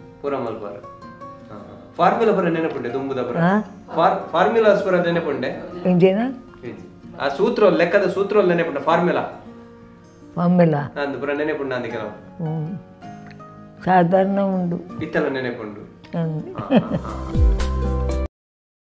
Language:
Tulu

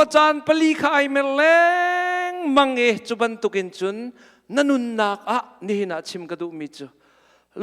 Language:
Hakha Chin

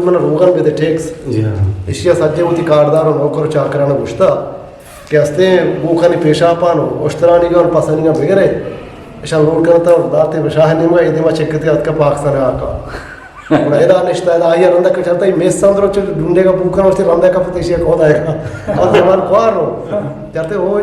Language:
Eastern Balochi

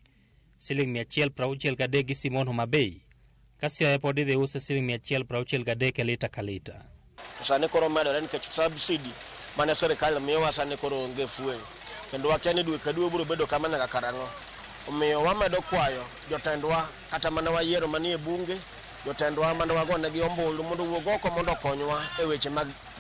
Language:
Luo (Kenya and Tanzania)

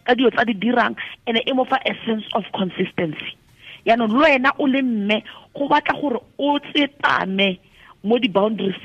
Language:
Tswana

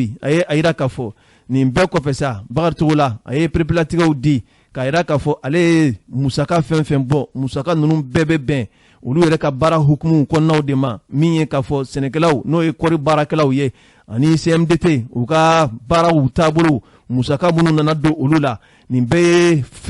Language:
Bambara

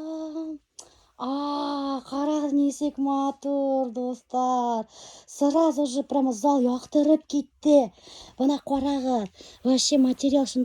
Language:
Bashkir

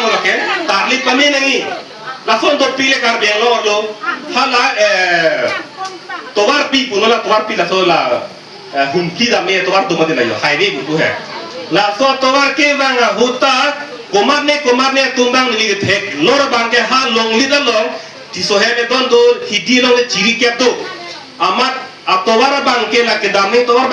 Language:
Karbi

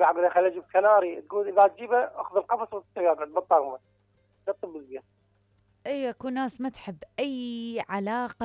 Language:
Mesopotamian Arabic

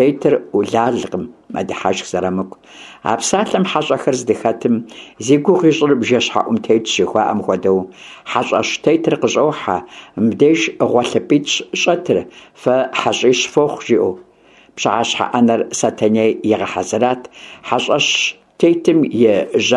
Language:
Kabardian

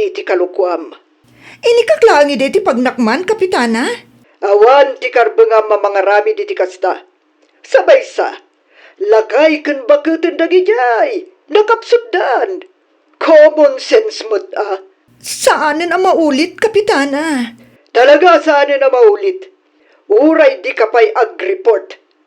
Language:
Iloko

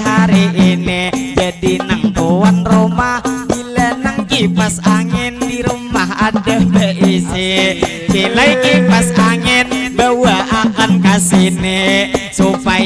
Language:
Banjar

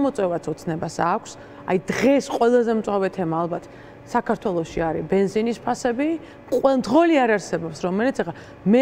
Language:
Georgian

